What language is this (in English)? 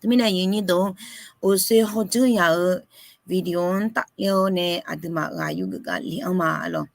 Akha